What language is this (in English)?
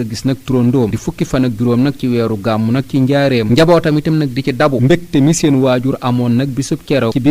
Wolof